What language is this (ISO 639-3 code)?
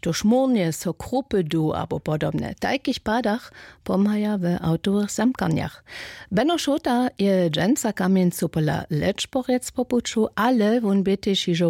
hsb